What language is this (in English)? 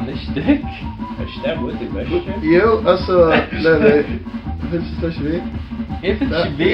Faroese